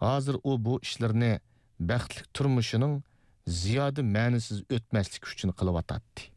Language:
Uyghur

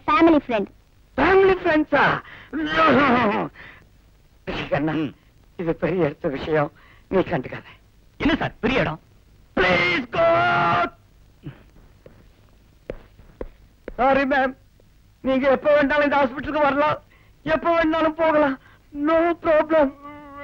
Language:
Tamil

